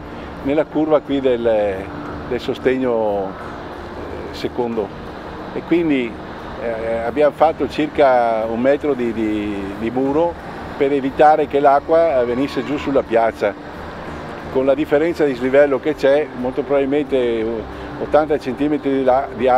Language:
Italian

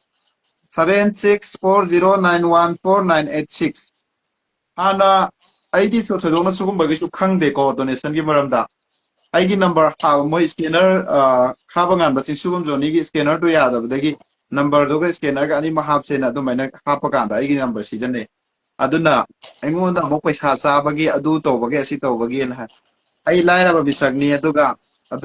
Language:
Manipuri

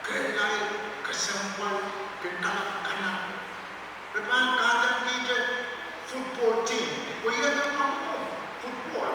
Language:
Pohnpeian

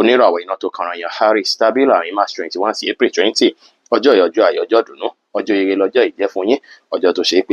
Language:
Yoruba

